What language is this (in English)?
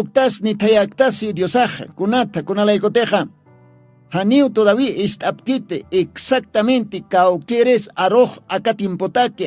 Aymara